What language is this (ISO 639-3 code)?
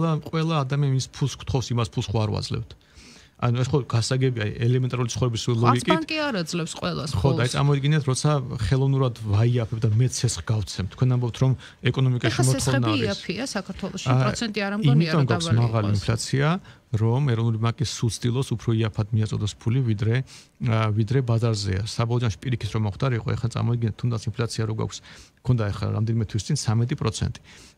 kat